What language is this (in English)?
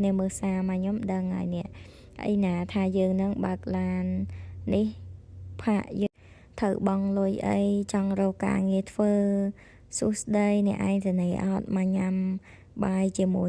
Khmer